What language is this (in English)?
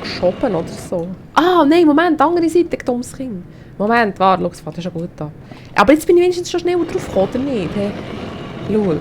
Swiss German